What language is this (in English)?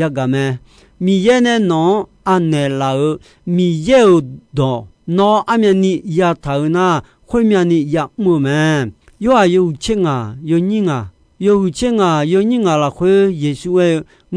Akha